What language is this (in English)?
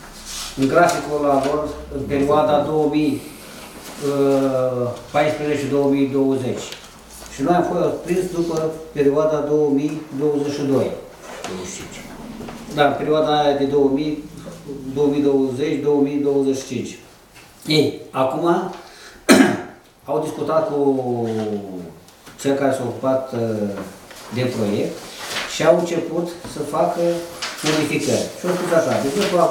Romanian